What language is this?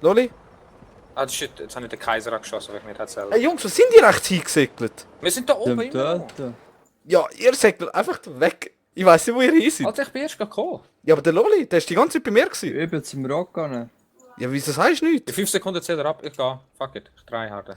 Swiss German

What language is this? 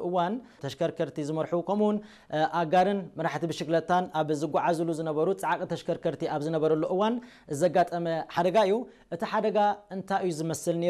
Tigrinya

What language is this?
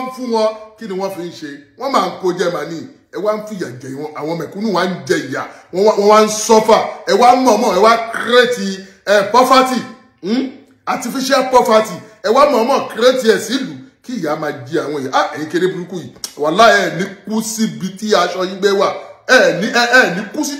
Yoruba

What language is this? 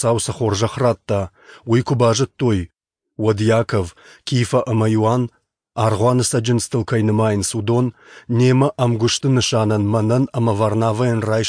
Ossetic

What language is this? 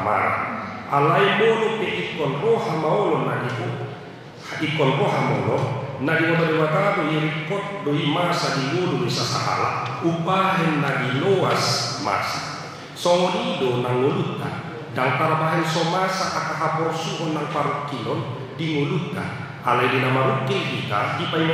Batak Toba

